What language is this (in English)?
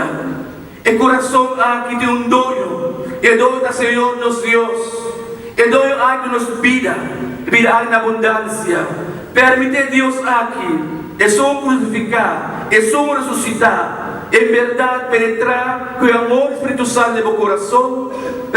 Papiamento